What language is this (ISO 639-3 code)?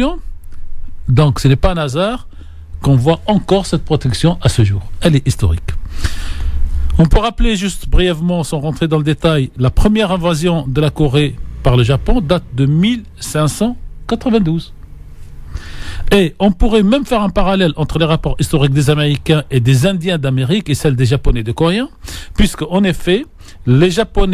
fra